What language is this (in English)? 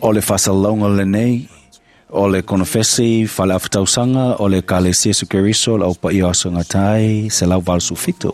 Samoan